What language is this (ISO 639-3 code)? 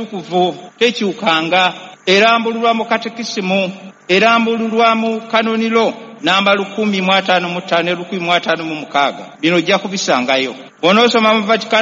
lug